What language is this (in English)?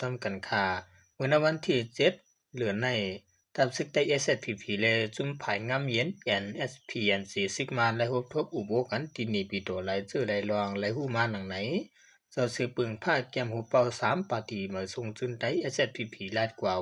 Shan